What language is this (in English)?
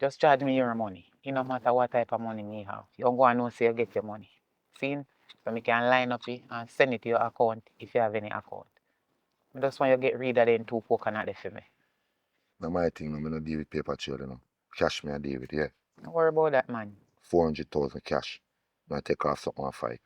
Jamaican Creole English